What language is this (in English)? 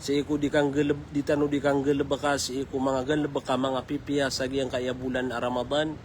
Maranao